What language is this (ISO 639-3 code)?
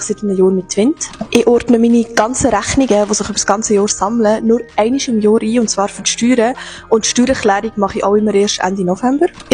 gsw